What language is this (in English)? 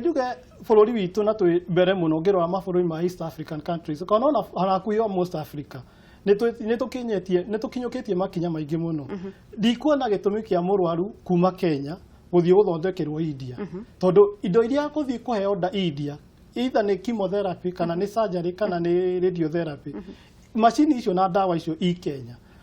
Kikuyu